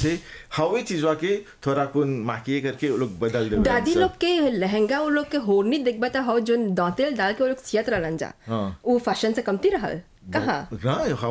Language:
Bhojpuri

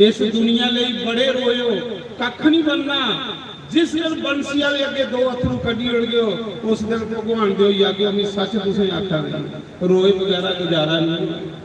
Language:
Dogri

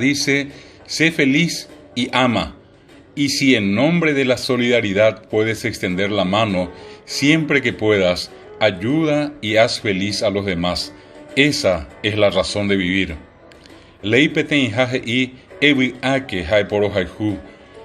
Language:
Guarani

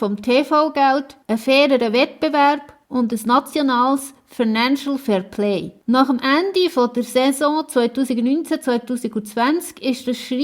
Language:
Swiss German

